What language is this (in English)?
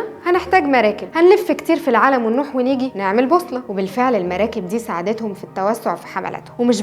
Egyptian Arabic